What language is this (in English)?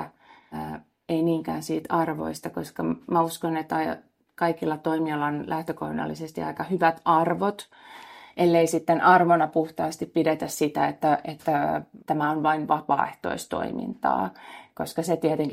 Finnish